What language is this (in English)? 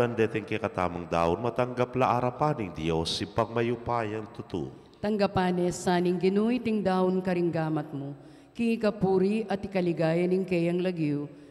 Pampanga